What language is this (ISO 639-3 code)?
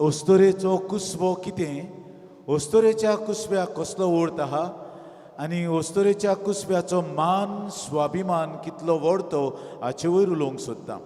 kok